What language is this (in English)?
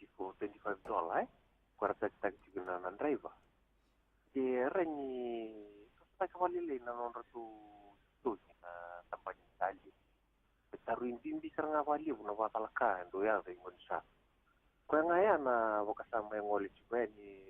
Fijian